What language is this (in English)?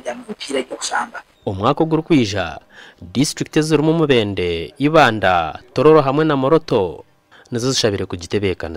Nyankole